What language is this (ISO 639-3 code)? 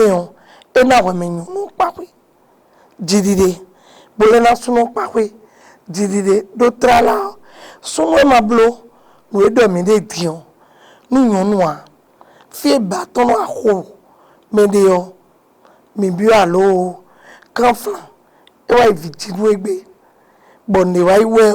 fon